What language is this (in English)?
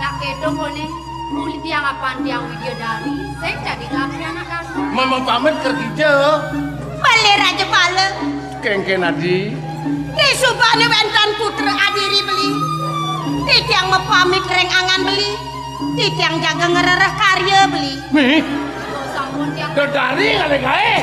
Balinese